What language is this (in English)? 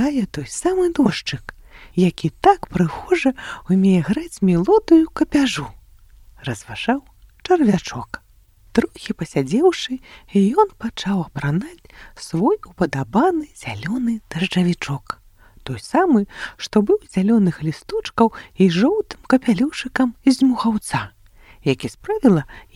Belarusian